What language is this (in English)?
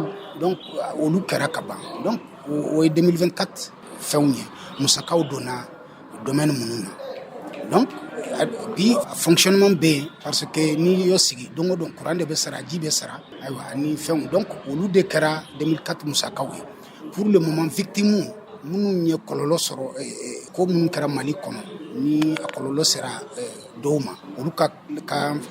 Bambara